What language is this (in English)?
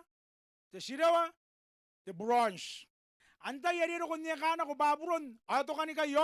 Gilbertese